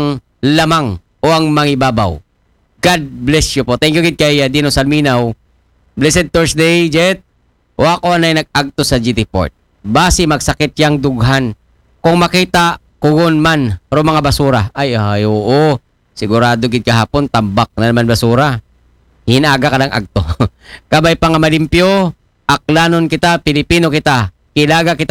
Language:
Aklanon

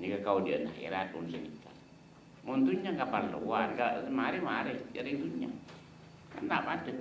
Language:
Madurese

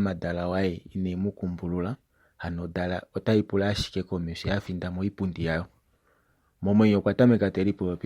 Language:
Kuanyama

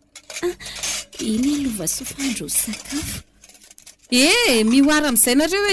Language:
Malagasy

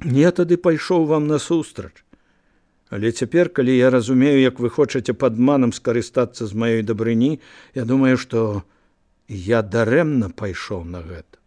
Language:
Belarusian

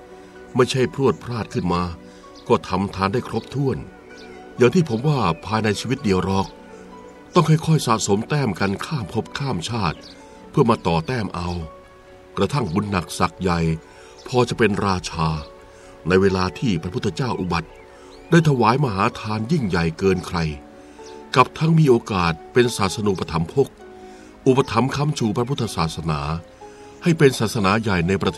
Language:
Thai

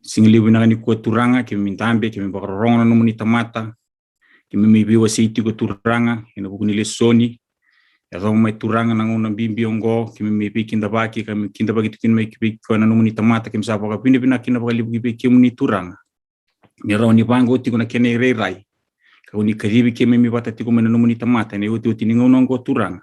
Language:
Fijian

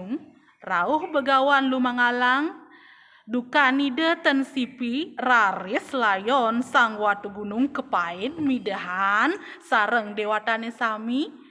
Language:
Balinese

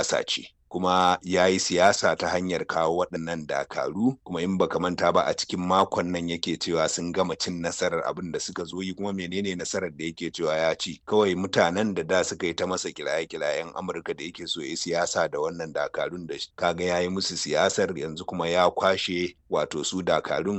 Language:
Hausa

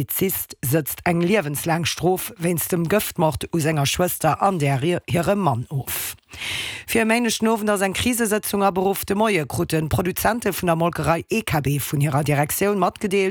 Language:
Luxembourgish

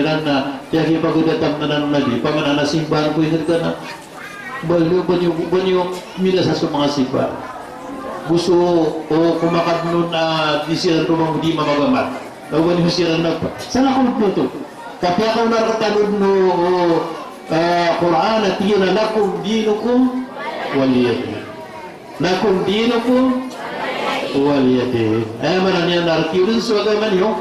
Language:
Maranao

